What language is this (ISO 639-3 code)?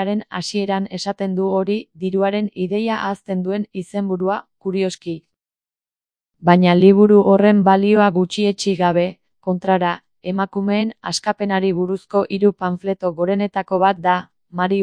eus